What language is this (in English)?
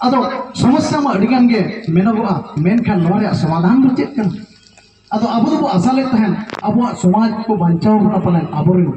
Santali